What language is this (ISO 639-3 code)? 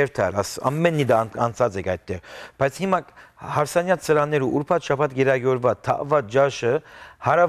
hyw